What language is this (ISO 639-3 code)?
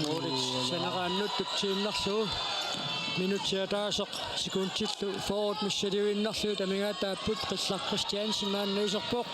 kal